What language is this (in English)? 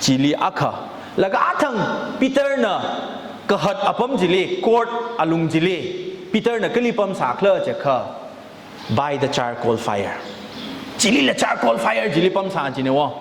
Tangkhul Naga (India)